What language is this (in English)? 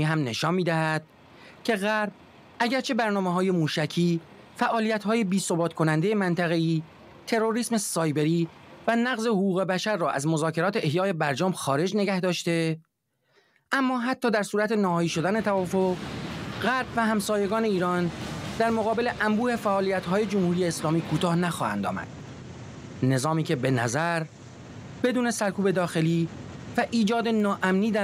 Persian